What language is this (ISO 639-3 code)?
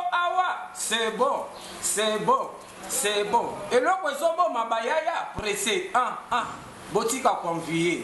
lin